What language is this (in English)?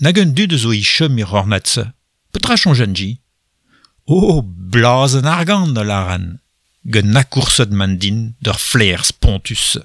Breton